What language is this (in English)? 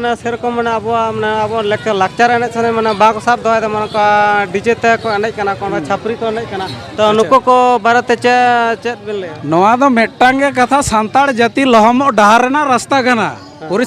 Santali